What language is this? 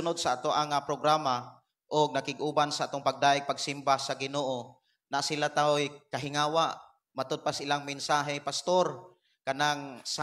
Cebuano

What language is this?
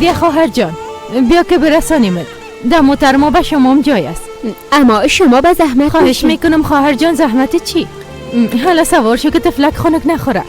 Persian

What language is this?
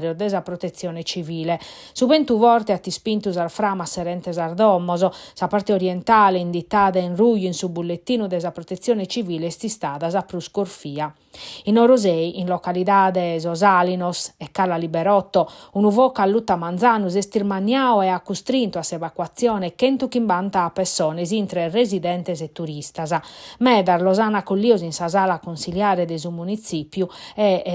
Sardinian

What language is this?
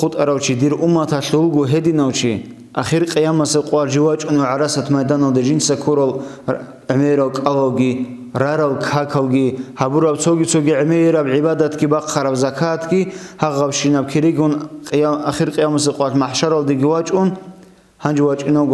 Avaric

